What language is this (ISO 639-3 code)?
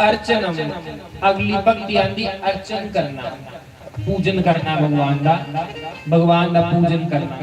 doi